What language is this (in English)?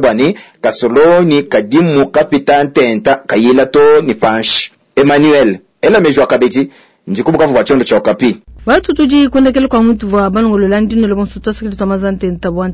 Luba-Lulua